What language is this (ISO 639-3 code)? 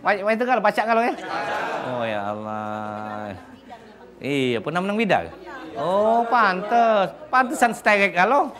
mui